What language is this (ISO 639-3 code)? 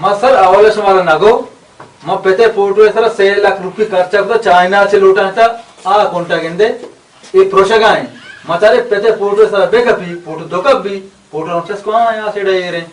bal